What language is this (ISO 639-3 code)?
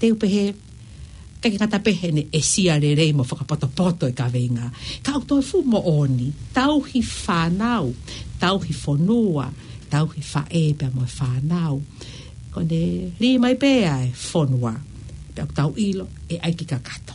ton